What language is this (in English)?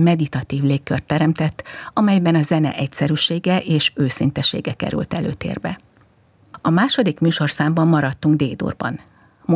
Hungarian